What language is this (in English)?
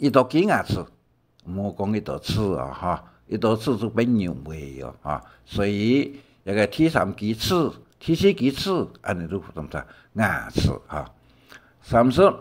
Hakka Chinese